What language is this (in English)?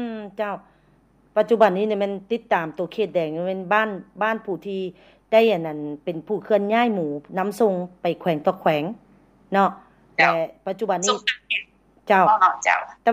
Lao